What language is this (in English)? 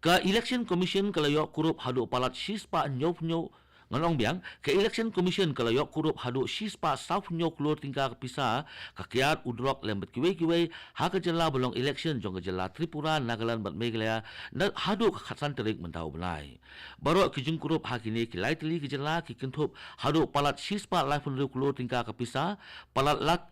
Khasi